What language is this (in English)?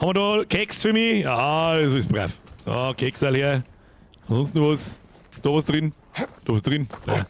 Bavarian